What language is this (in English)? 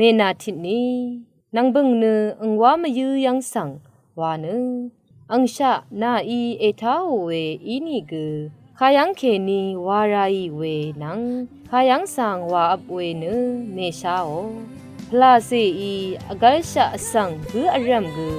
Rawang